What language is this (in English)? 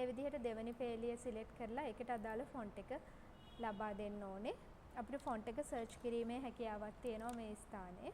Sinhala